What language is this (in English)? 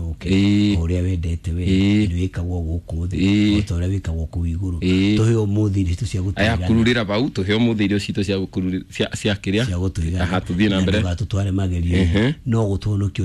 Kikuyu